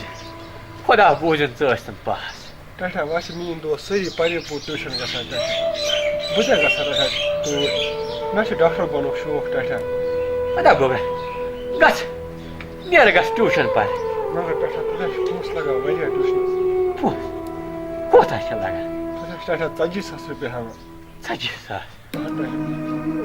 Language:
Kashmiri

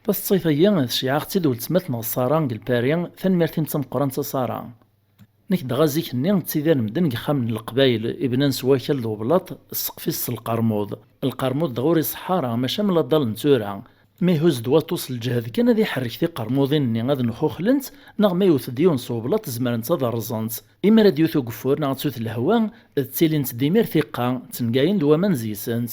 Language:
Kabyle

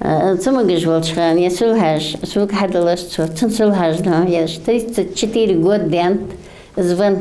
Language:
Ingush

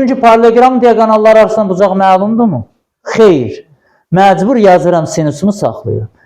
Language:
Azerbaijani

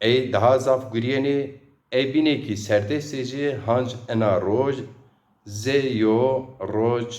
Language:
Zaza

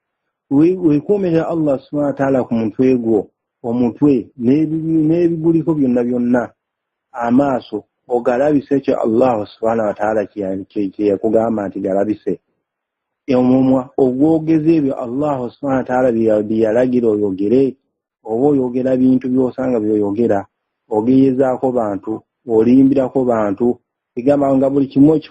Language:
Ganda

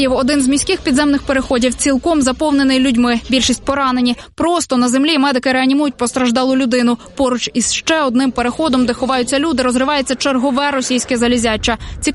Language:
Ukrainian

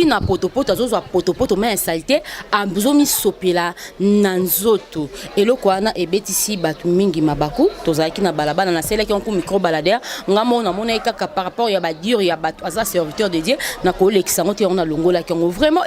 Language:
Lingala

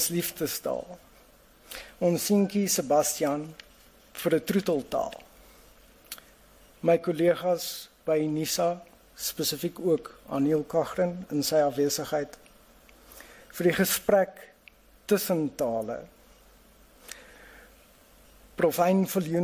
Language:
Afrikaans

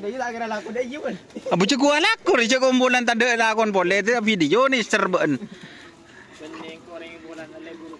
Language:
Madurese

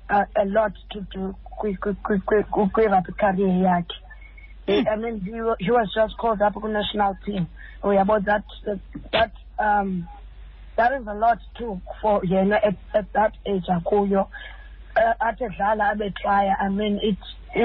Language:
Xhosa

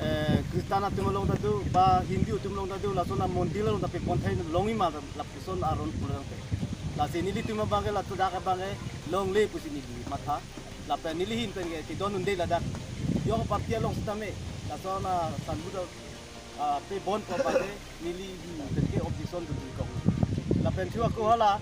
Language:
Karbi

